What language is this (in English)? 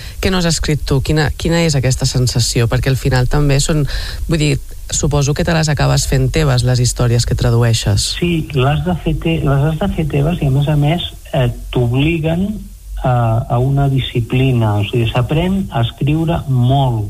Catalan